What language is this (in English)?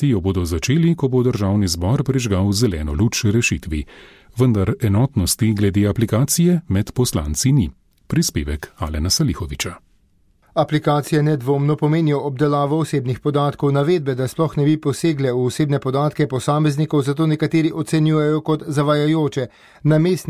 Slovenian